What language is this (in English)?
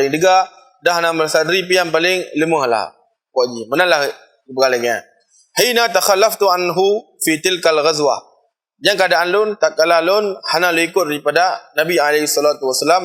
Achinese